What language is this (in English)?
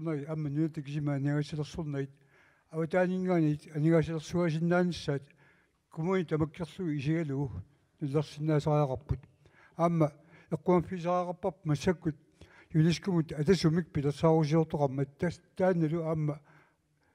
Kalaallisut